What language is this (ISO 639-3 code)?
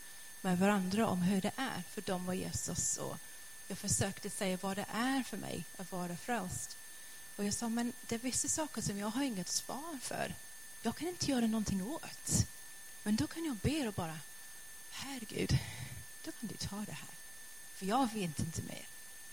swe